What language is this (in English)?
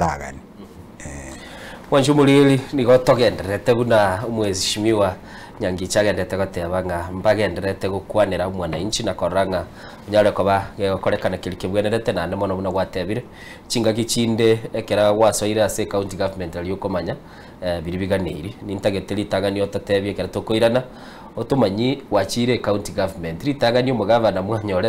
Gusii